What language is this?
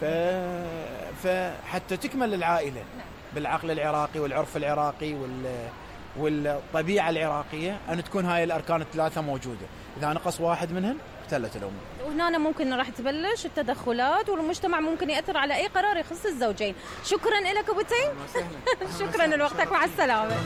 Mesopotamian Arabic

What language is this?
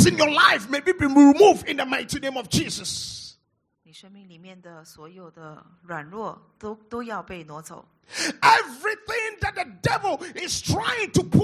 English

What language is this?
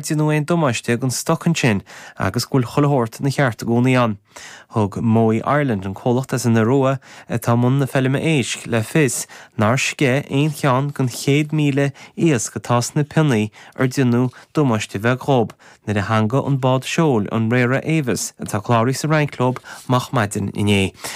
Irish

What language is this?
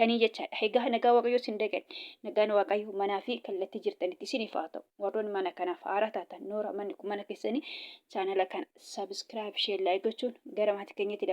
Oromo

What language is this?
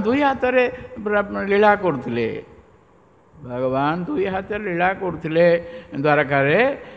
Odia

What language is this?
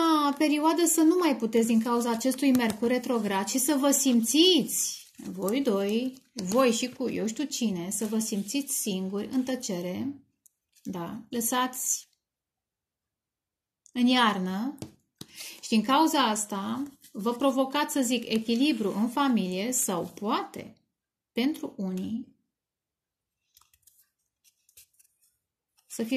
Romanian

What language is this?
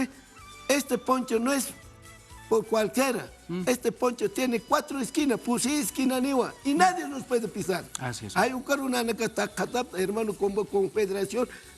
Aymara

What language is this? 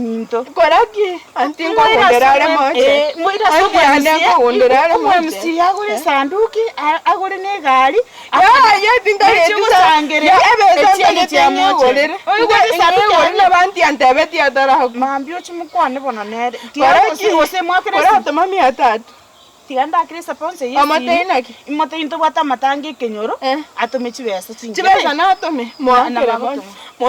Gusii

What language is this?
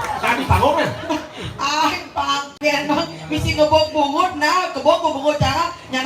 Balinese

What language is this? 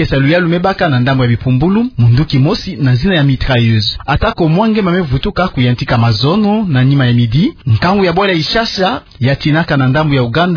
Kituba (Democratic Republic of Congo)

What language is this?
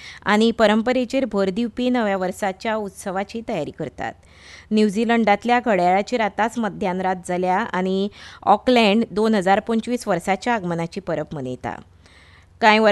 Konkani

